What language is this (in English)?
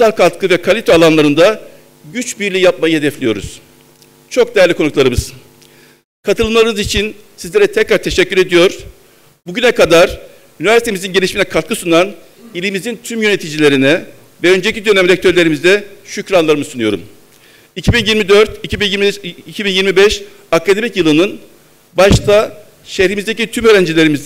Turkish